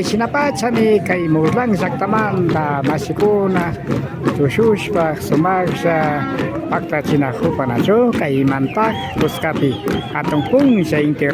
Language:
Imbabura Highland Quichua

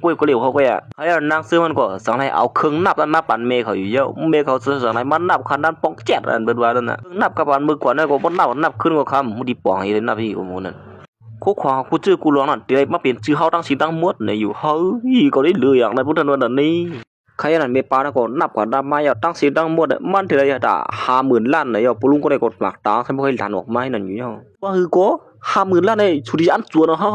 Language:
Shan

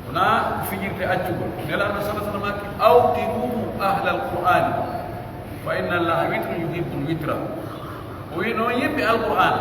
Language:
Pular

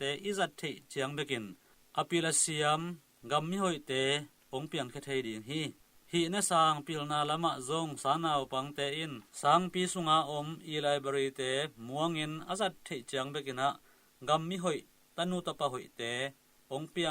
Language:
Tedim Chin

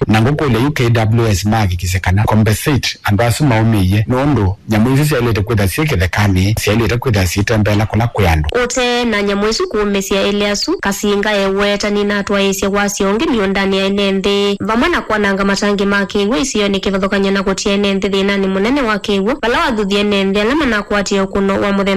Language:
Kamba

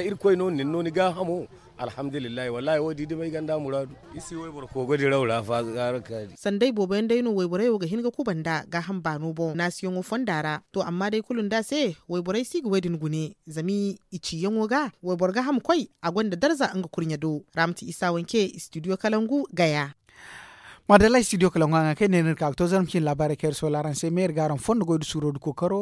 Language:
Zarma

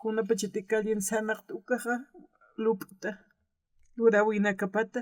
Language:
Aymara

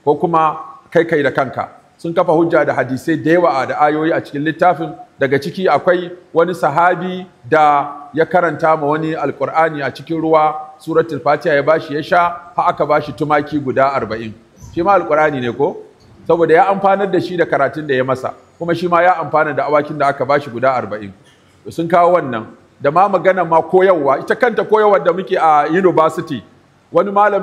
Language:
Hausa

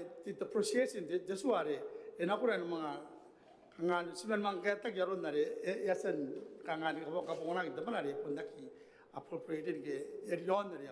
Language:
Gilbertese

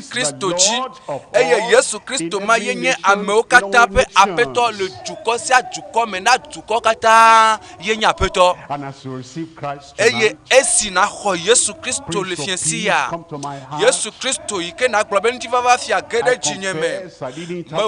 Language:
Ewe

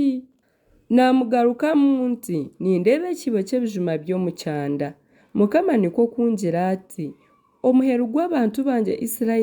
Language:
Nyankole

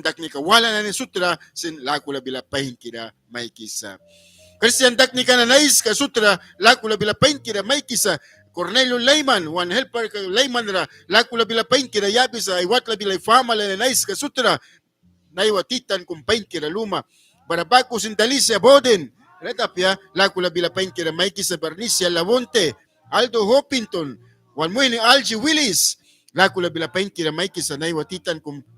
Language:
Mískito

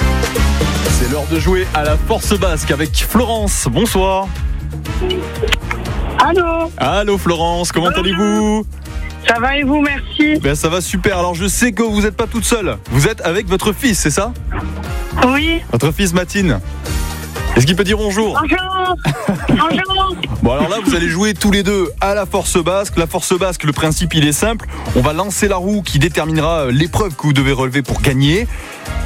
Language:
French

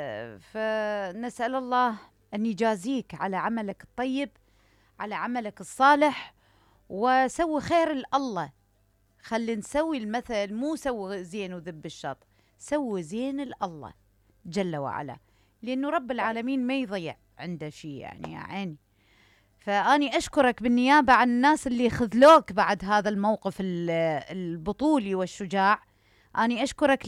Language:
Mesopotamian Arabic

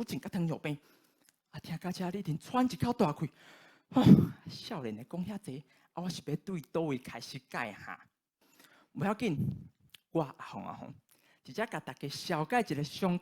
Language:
Min Nan Chinese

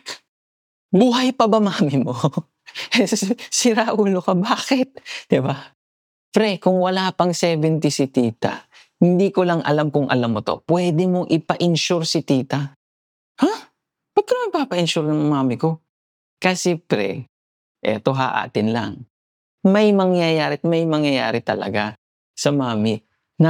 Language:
Filipino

